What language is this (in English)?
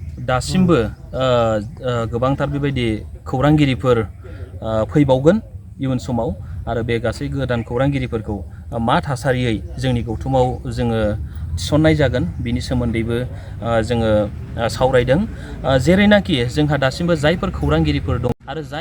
Bodo